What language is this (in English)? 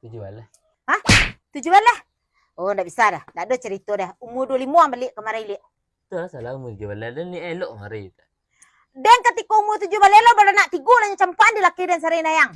Minangkabau